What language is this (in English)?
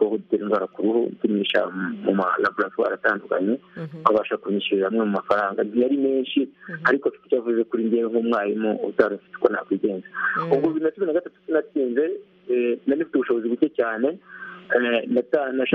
Kinyarwanda